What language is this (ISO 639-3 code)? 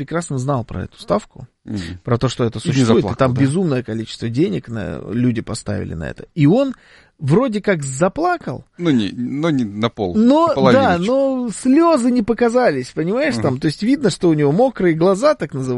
rus